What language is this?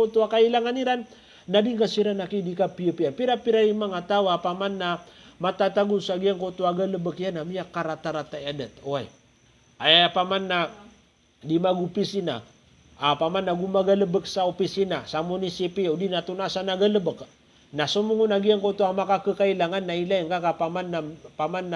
Maranao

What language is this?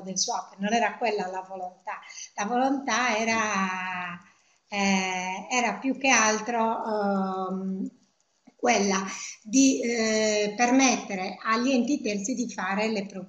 Italian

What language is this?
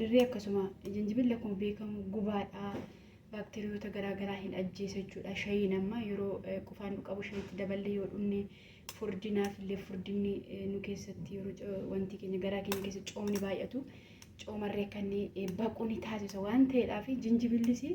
Oromo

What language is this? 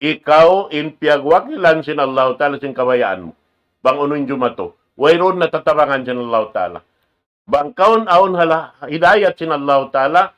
Tausug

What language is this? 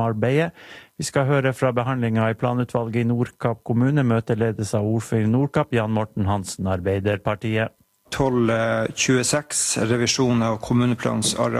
Norwegian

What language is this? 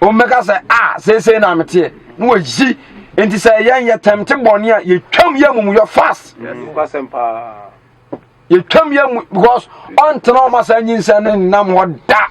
Akan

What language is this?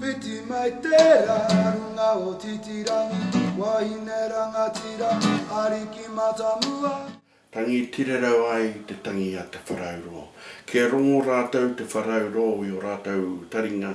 Māori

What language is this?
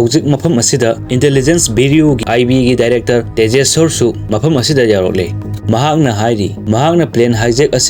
Manipuri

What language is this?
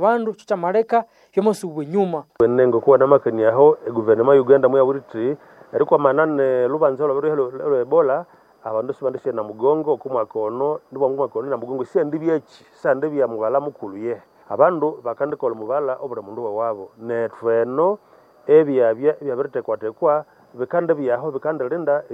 Nande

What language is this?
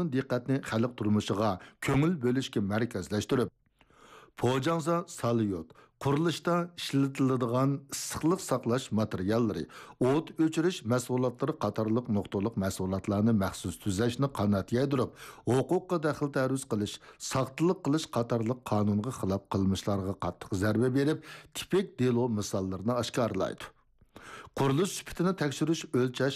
Uyghur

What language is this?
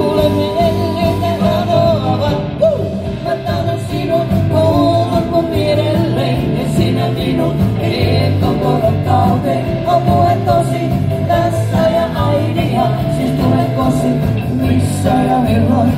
Finnish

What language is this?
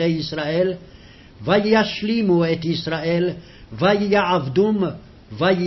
Hebrew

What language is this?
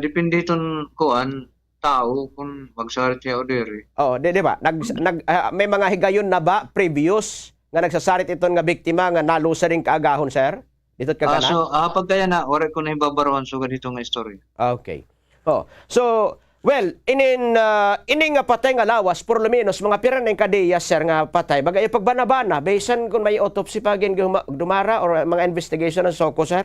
Waray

